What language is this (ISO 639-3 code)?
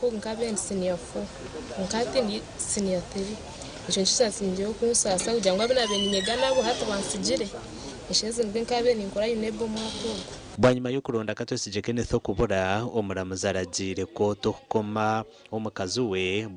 nyn